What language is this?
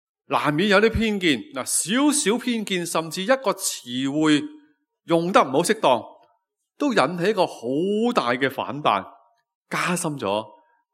Cantonese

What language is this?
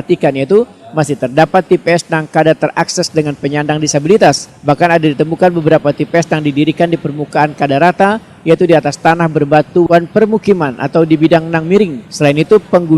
Banjar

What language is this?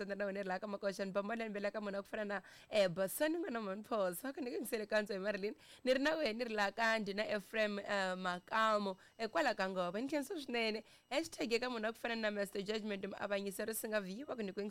Tsonga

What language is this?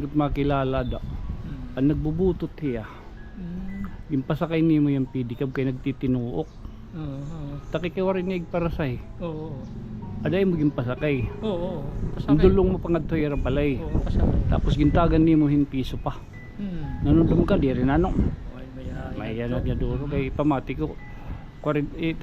Waray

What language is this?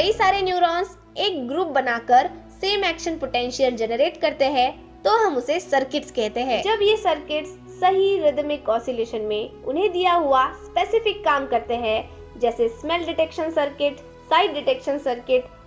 Hindi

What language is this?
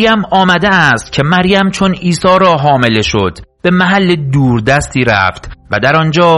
Persian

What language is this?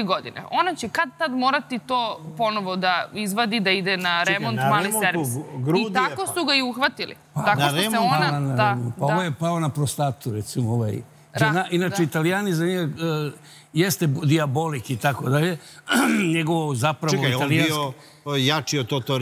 Serbian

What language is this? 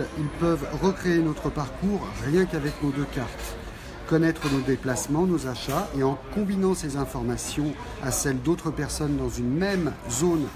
French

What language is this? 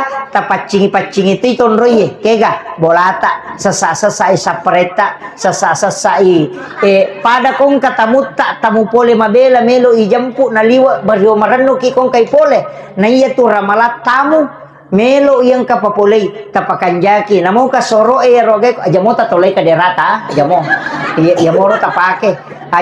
Buginese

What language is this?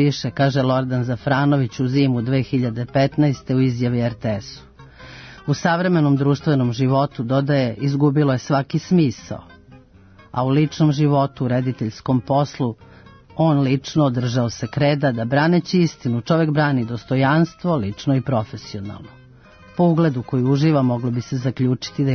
Serbian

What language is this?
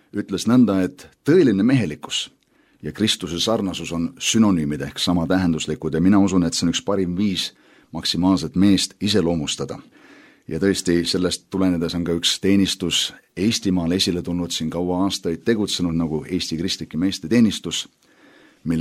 Estonian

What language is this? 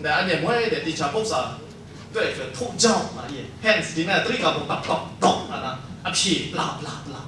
Kachin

